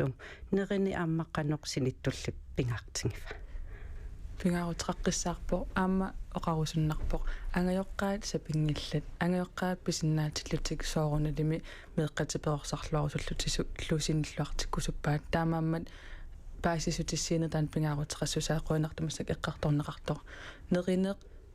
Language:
Kalaallisut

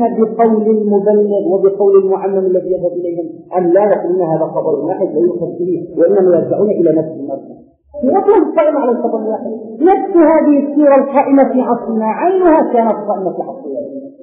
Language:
Arabic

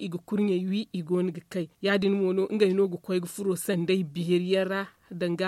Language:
Zarma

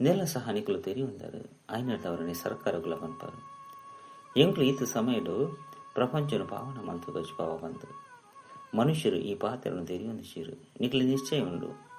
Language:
Tulu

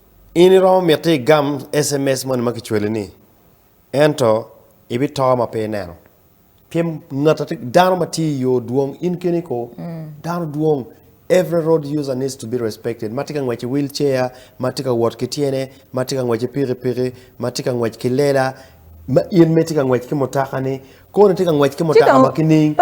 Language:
Acoli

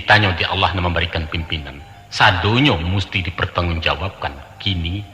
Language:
Minangkabau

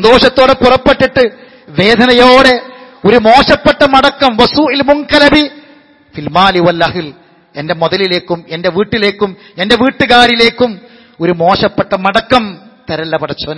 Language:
Malayalam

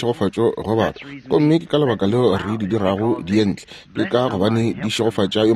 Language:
Northern Sotho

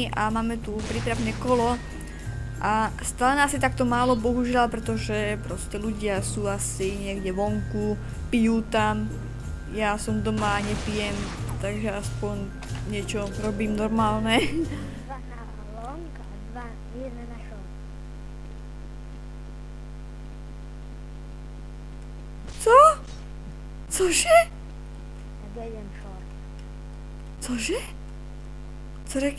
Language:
Slovak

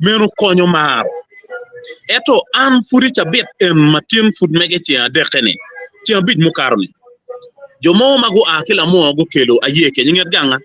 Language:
Acoli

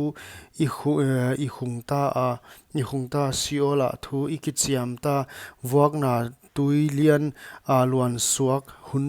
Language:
Paite Chin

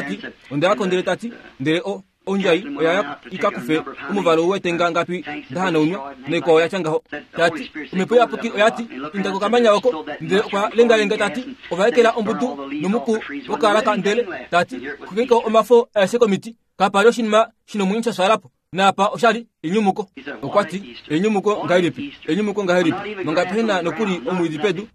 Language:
Kuanyama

